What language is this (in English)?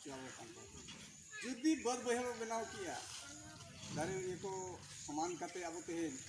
Santali